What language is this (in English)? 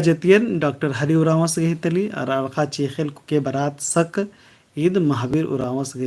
Kurukh